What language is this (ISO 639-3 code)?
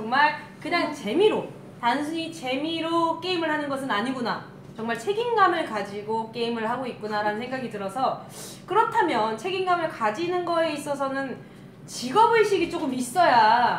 kor